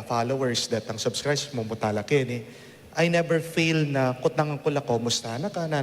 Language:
Pampanga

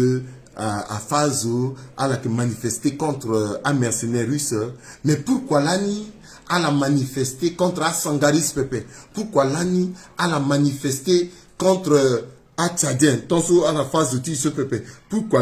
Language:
Sango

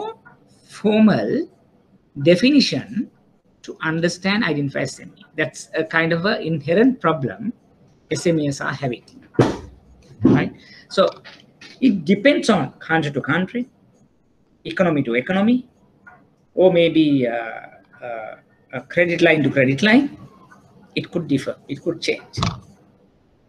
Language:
English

